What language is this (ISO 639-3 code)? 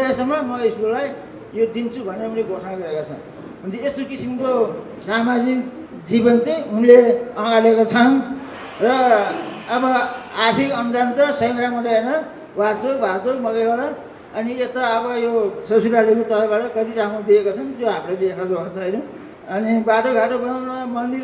nep